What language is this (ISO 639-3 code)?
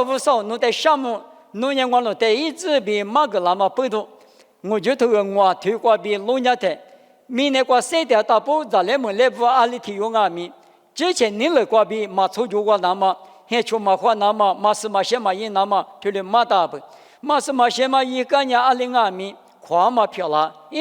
lis